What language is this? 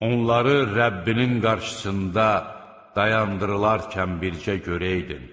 Azerbaijani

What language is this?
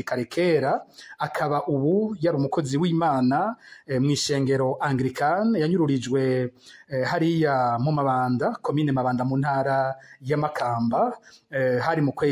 Rundi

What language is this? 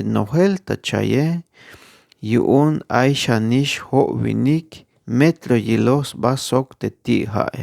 Tzeltal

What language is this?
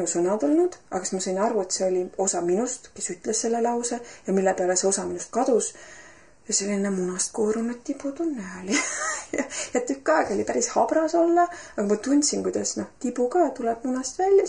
Estonian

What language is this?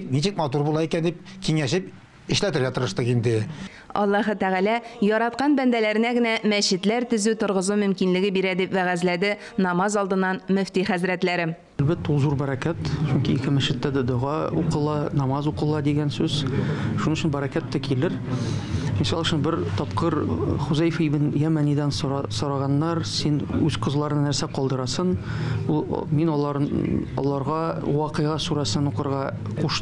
Tatar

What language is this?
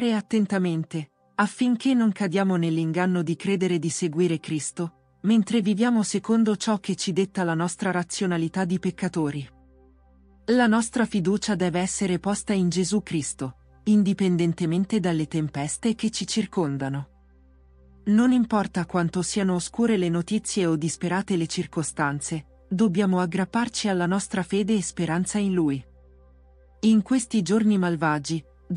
Italian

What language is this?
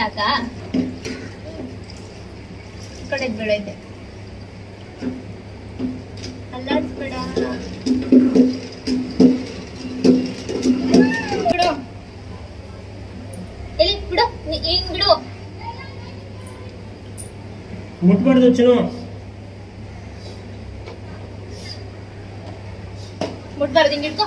Kannada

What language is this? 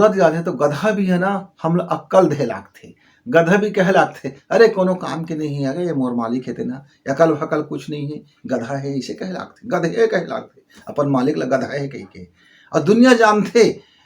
Chhattisgarhi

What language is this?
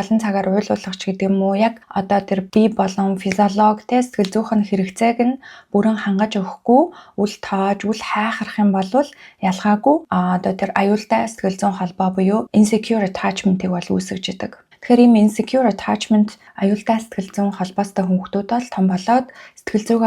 Mongolian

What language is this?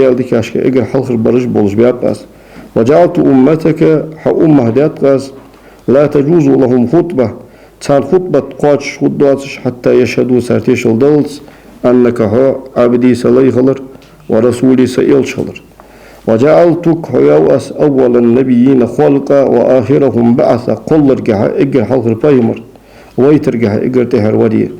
Ingush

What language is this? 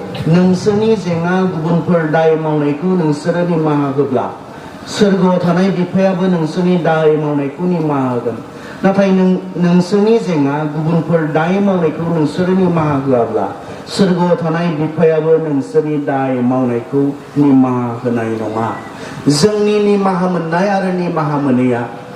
Bodo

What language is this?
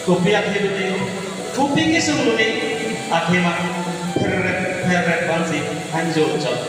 Karbi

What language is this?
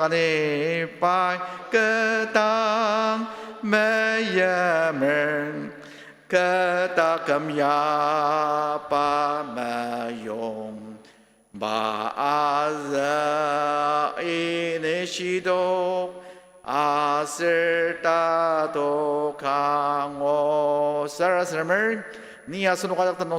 Ao Naga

